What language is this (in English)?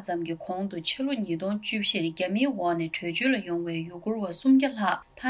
Tibetan